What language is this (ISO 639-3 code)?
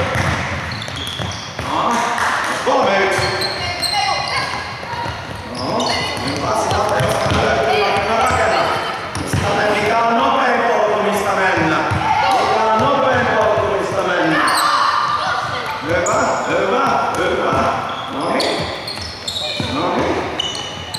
fin